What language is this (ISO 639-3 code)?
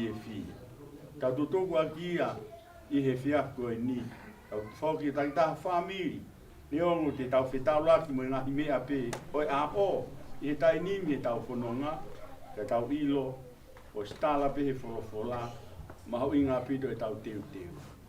ton